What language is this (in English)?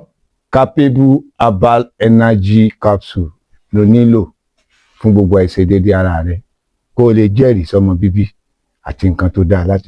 Yoruba